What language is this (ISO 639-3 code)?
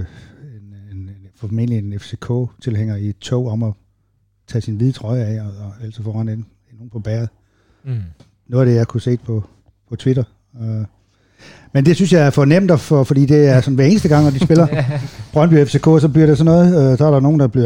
dan